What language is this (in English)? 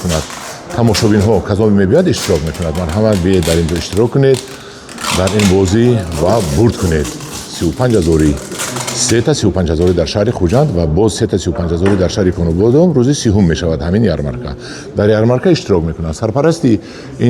Tajik